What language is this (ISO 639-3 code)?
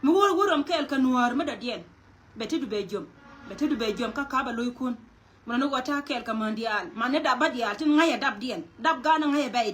nus